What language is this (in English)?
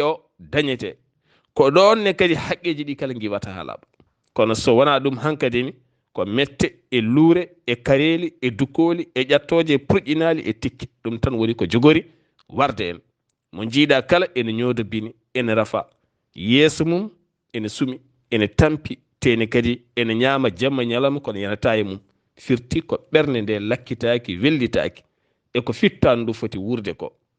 Fula